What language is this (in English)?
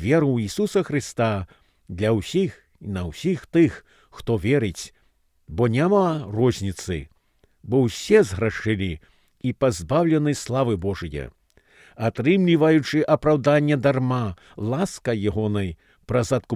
Belarusian